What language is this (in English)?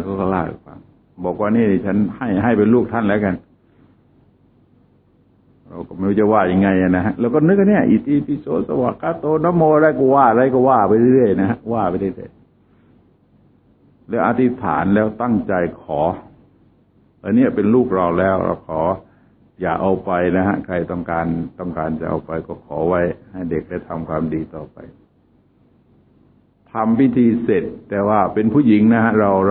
Thai